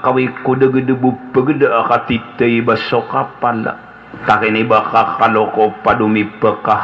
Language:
Maranao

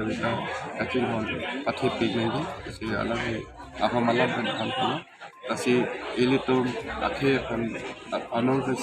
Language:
Karbi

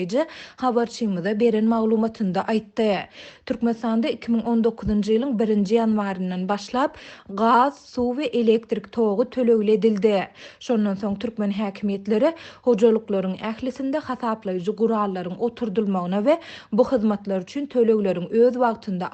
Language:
Turkmen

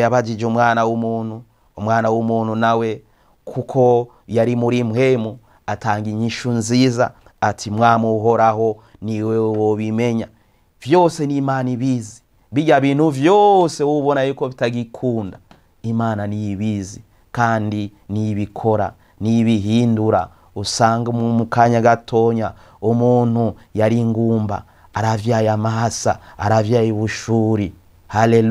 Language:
Rundi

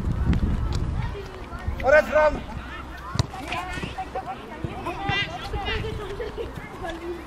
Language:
Norwegian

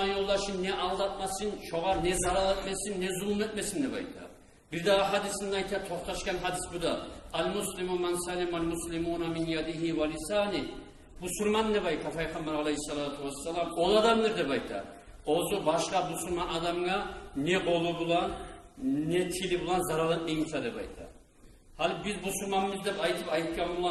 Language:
Kumyk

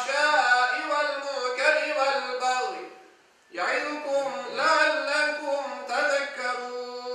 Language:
Crimean Tatar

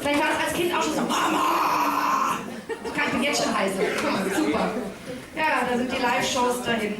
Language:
Bavarian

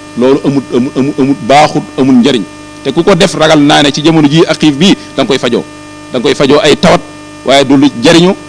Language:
Wolof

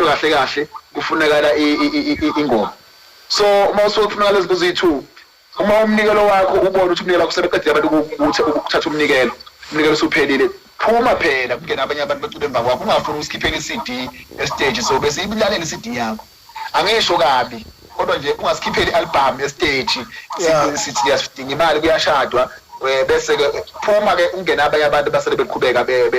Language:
Zulu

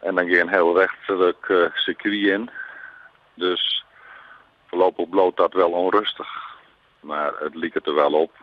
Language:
Western Frisian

